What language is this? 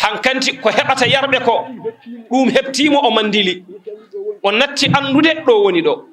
Fula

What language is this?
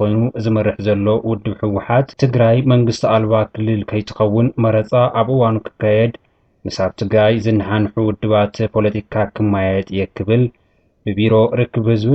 Tigrinya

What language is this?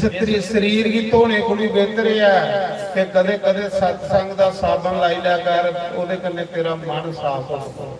Dogri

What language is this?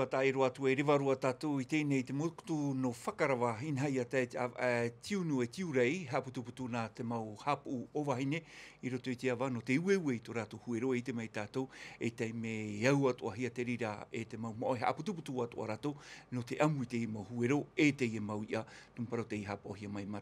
Tahitian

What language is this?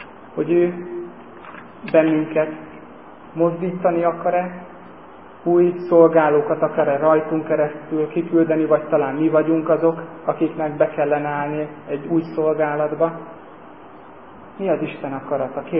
Hungarian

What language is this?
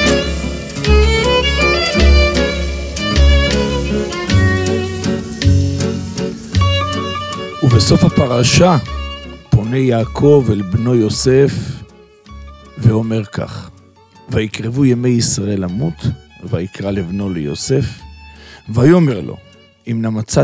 Hebrew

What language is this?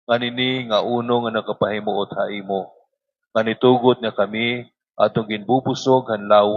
Waray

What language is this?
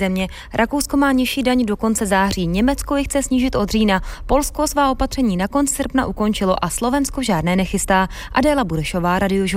Czech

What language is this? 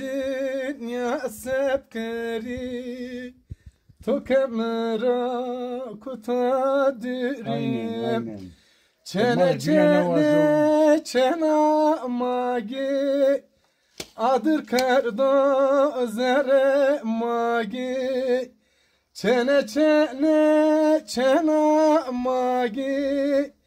Zaza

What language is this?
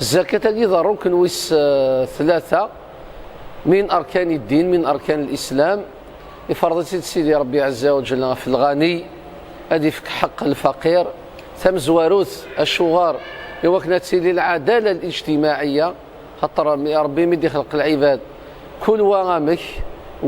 Kabyle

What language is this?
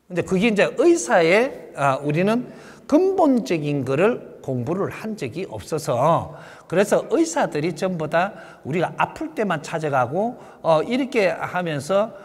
Korean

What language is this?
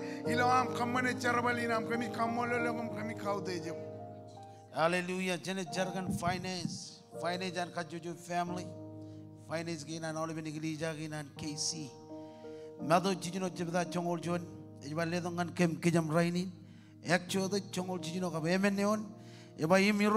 Marshallese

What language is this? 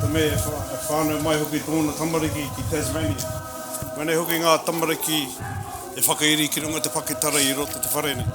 Māori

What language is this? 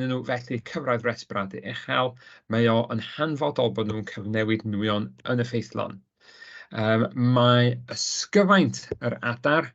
Welsh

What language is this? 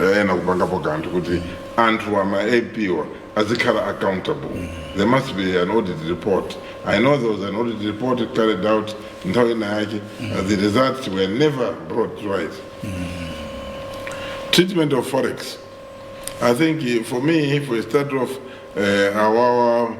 Nyanja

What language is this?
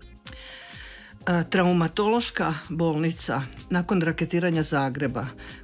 Croatian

